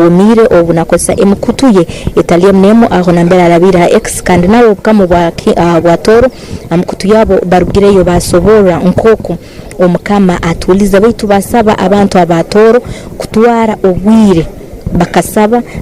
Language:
Tooro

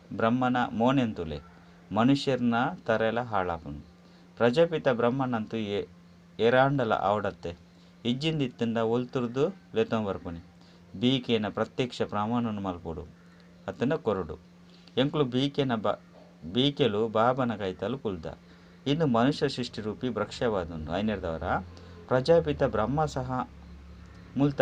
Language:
Tulu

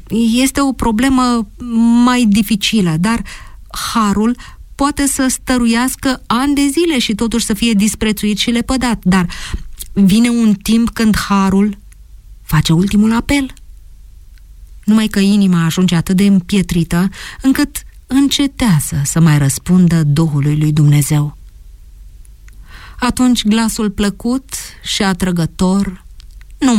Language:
Romanian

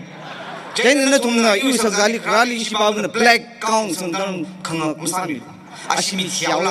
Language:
Tangkhul Naga (India)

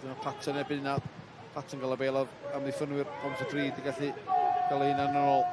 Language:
Welsh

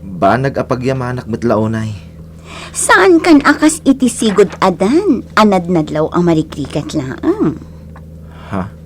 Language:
Iloko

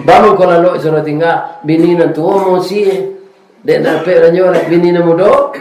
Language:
Minangkabau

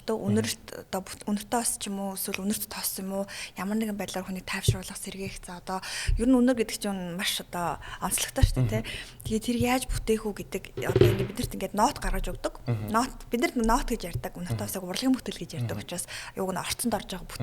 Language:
Mongolian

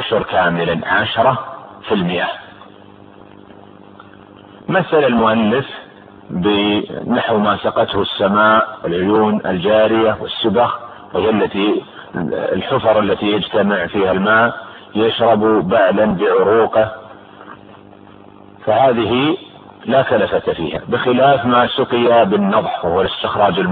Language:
Arabic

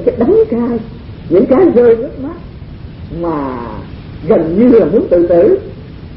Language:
Vietnamese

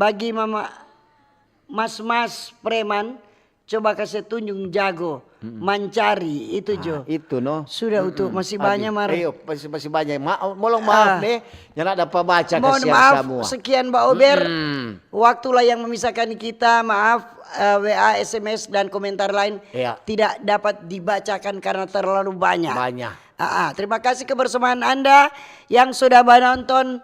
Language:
Manado Malay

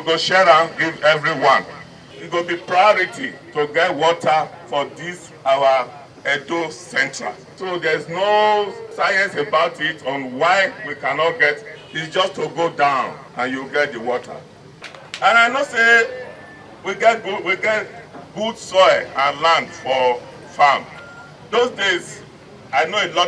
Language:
Nigerian Pidgin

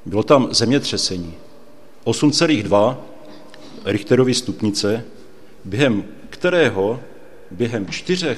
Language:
Czech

